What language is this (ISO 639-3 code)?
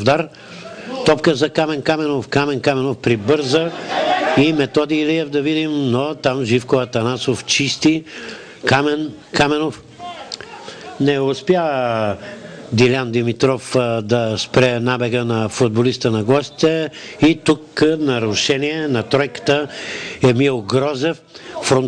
bul